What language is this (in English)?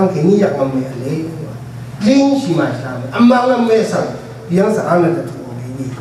Rawang